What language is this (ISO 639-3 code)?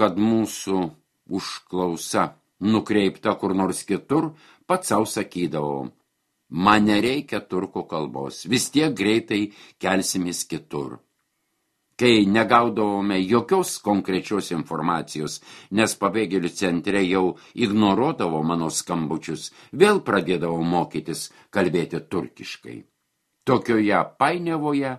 lit